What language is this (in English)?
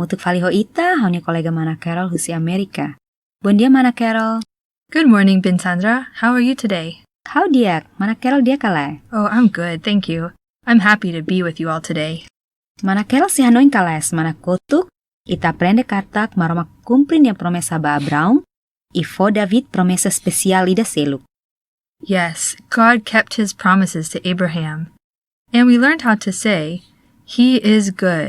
Tetum